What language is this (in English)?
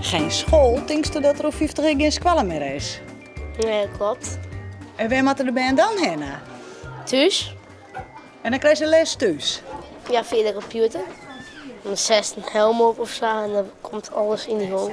Western Frisian